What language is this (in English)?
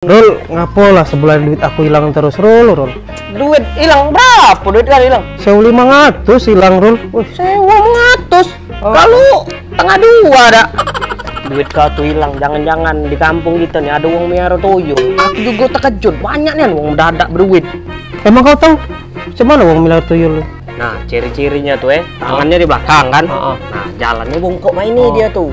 Musi